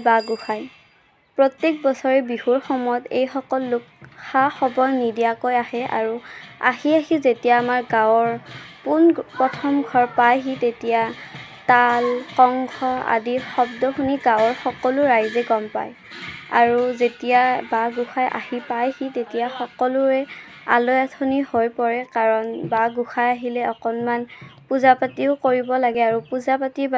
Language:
Assamese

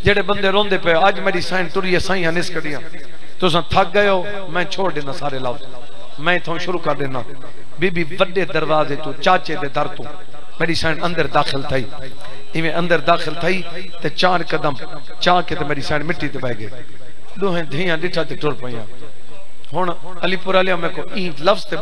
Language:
Saraiki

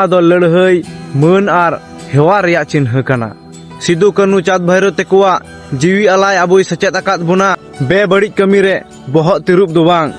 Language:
Santali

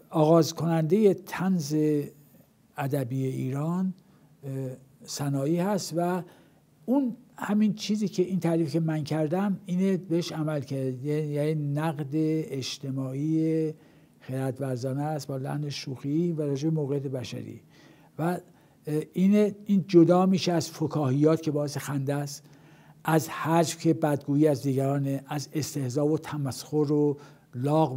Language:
Persian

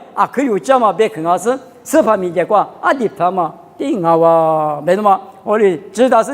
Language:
Lisu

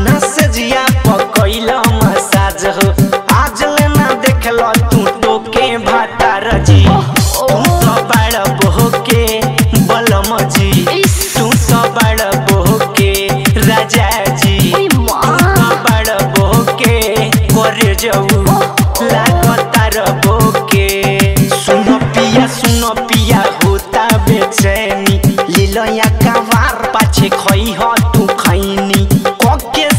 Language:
Bhojpuri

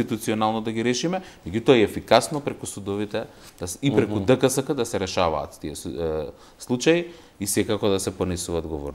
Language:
Macedonian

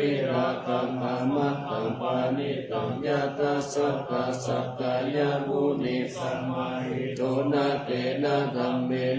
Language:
Pali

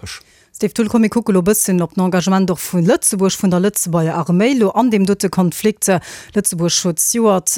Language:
Luxembourgish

